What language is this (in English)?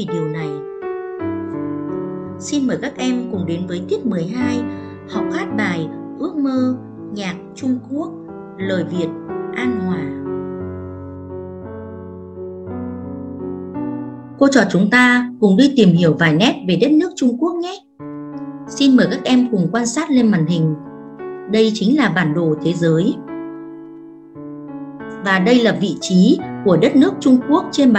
Vietnamese